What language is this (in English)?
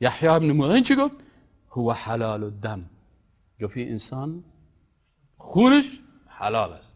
Persian